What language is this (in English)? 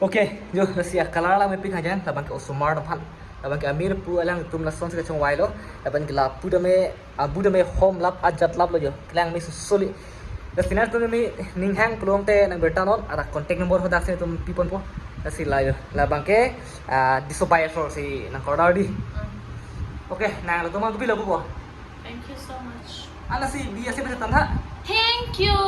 Karbi